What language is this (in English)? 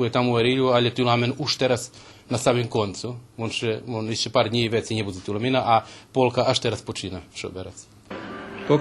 Rusyn